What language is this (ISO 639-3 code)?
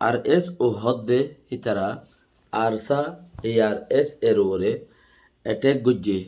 rhg